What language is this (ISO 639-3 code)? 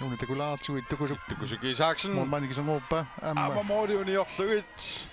kal